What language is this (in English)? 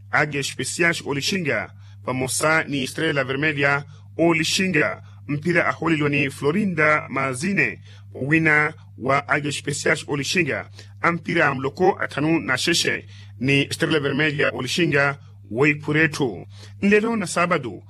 Makhuwa